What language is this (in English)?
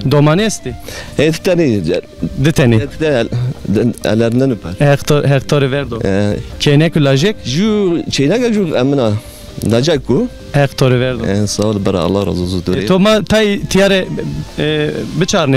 Zaza